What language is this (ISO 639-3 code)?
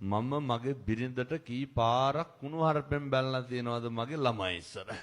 sin